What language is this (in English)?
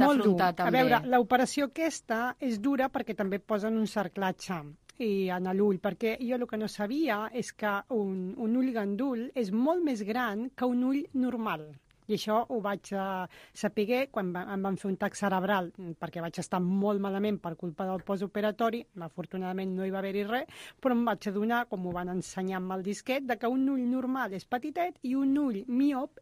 Catalan